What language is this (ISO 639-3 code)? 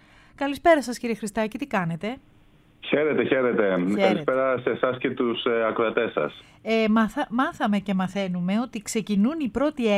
ell